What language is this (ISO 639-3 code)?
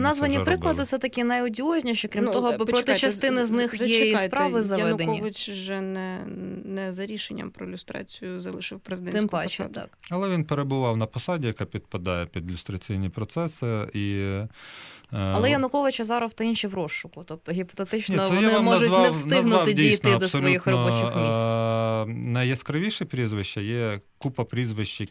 ukr